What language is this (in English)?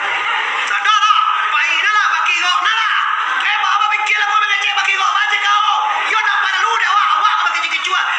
Minangkabau